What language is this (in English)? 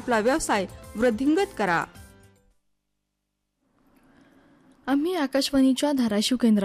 Marathi